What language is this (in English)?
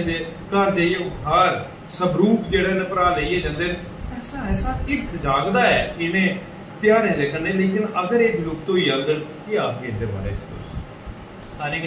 Dogri